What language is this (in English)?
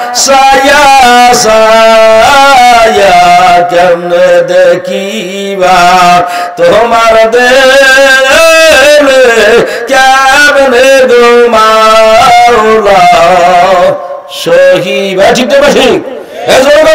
Bangla